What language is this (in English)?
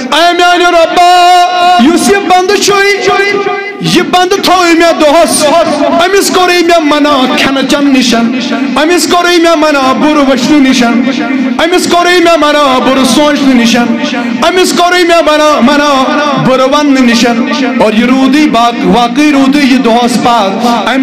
Kashmiri